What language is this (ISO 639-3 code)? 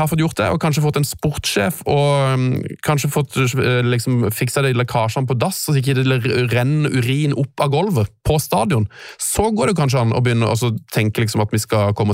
nor